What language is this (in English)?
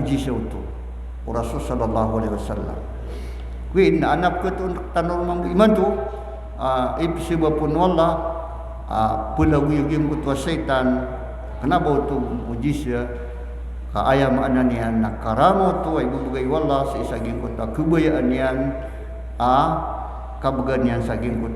Maranao